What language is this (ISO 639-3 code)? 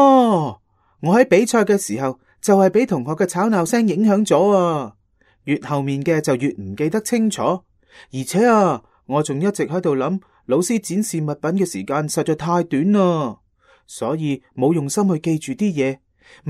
yue